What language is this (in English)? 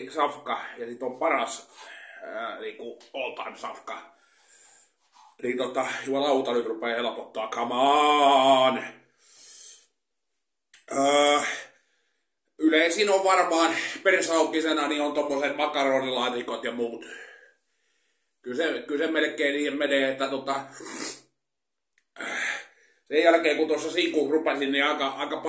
Finnish